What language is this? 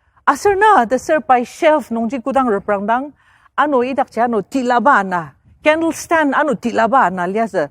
Ao Naga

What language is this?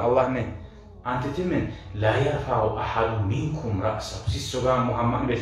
Kumyk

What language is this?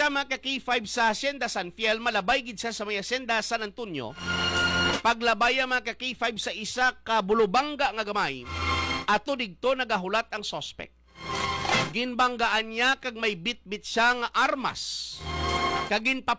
Hiligaynon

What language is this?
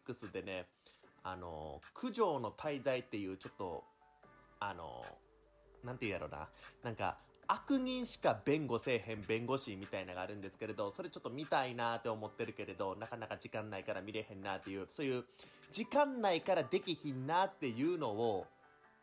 Japanese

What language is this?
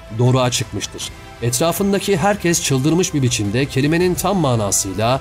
Turkish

